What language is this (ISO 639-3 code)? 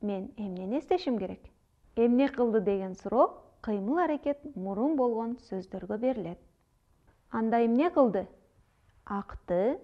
kir